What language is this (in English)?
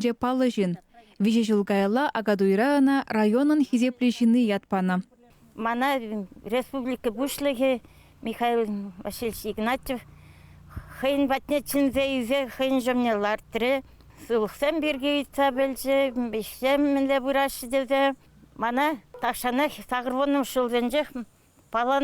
Chuvash